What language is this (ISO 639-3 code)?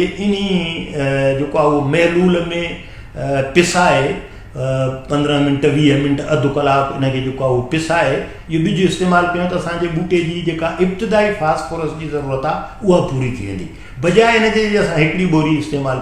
snd